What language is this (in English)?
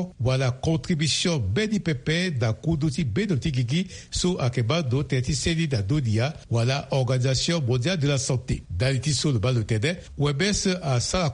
Sango